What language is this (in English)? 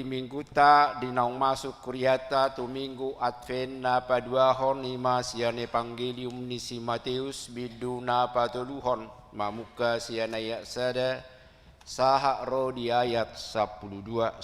Batak Toba